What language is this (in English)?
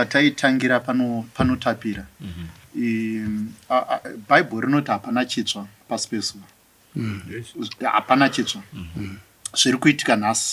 Shona